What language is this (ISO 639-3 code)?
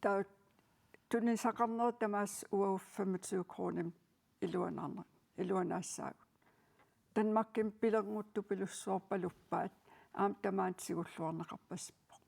kal